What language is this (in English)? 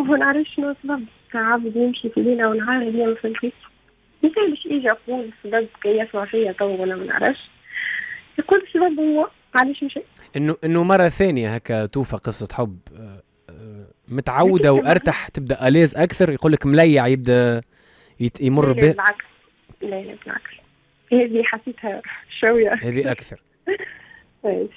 Tunisian Arabic